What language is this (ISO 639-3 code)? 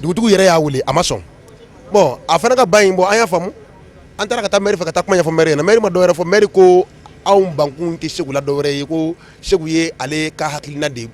bam